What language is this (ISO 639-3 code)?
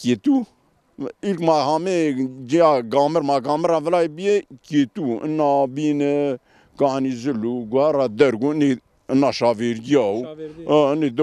zza